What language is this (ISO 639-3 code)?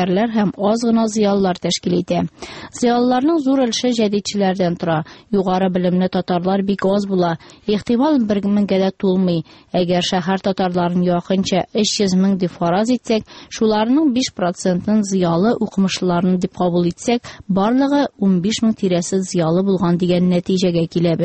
tat